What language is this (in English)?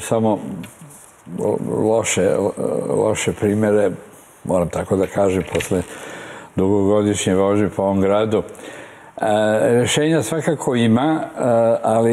Serbian